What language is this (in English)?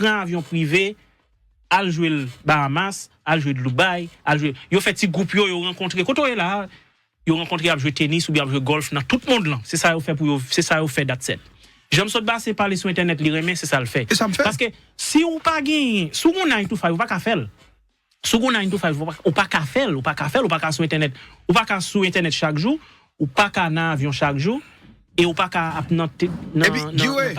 Haitian Creole